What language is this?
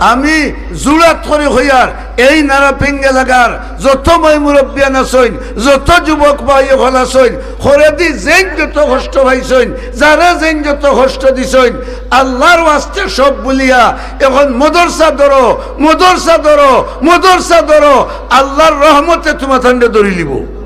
Sylheti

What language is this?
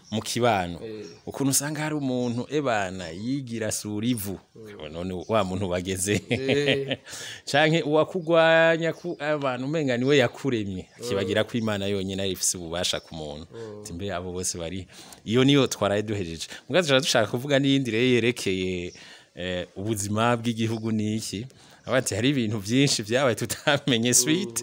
Rundi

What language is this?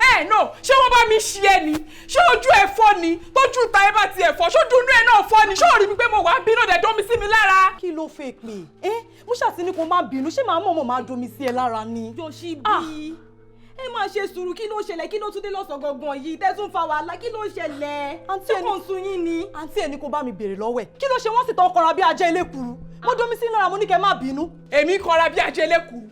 Yoruba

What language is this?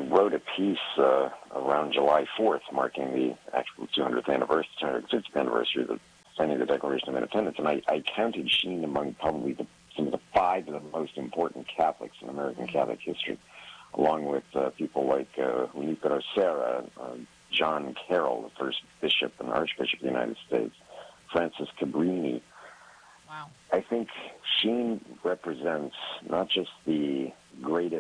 English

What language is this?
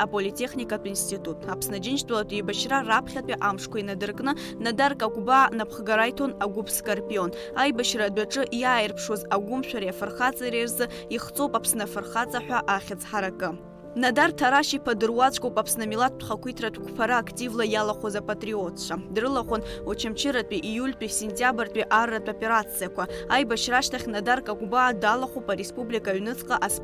Abkhazian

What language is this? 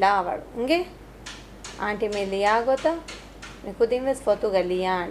Divehi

